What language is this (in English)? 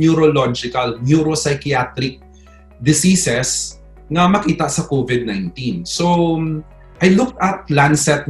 Hiligaynon